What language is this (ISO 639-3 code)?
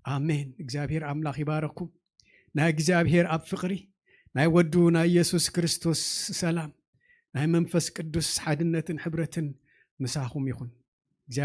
tir